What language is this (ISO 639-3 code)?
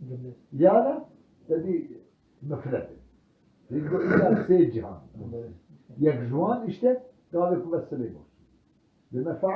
kur